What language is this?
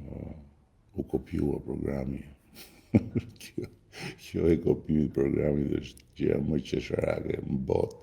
Albanian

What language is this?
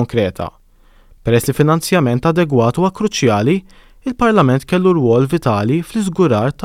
Maltese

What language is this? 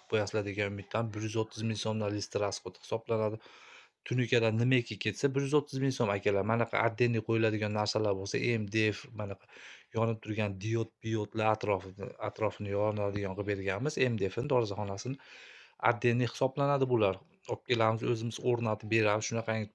Uzbek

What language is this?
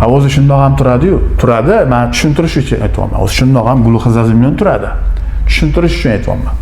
Uzbek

